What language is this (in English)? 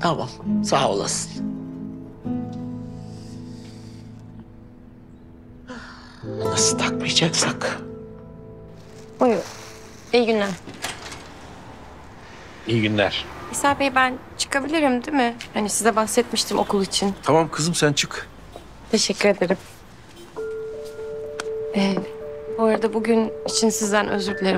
Turkish